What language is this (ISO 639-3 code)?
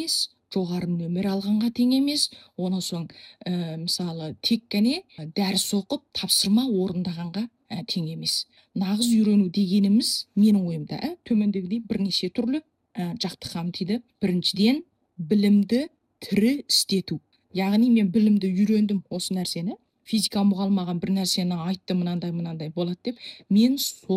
kaz